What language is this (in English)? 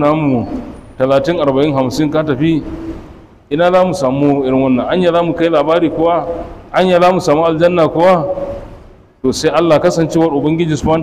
Hausa